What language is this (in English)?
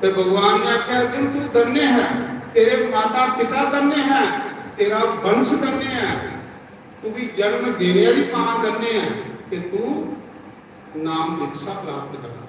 Dogri